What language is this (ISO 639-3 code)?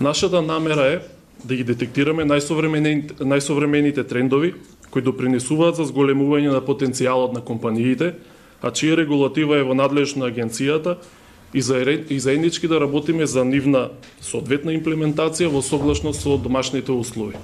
mkd